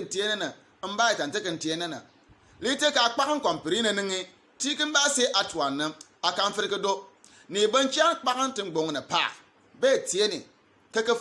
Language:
Bimoba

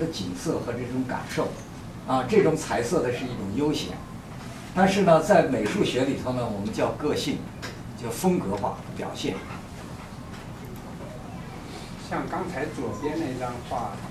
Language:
Chinese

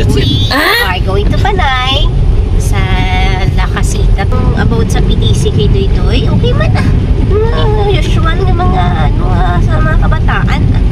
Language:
Hiligaynon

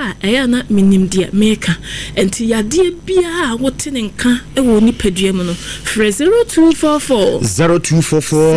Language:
Akan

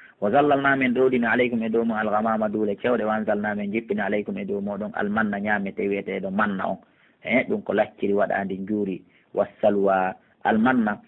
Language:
Pular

